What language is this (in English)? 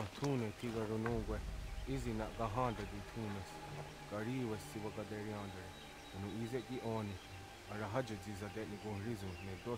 German